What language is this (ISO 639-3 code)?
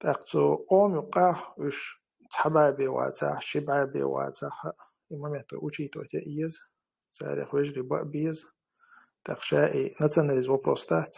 che